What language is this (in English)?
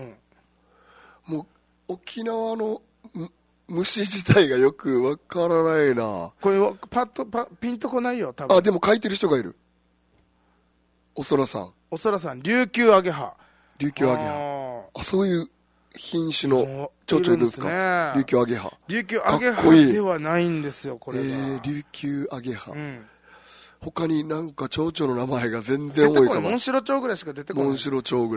Japanese